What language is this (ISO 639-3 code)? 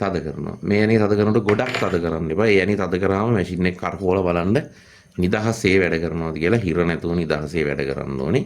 sin